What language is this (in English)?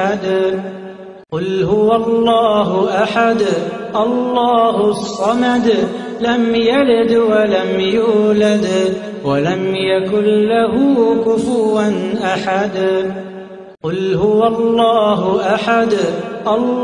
Arabic